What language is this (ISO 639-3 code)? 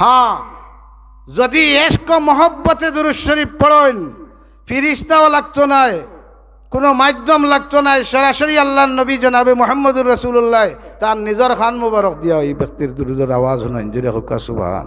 syl